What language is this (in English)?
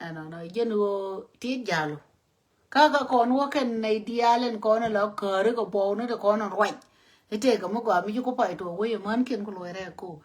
Nuer